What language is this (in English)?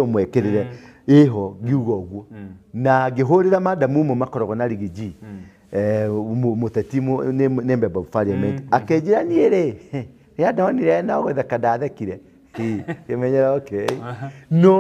Kikuyu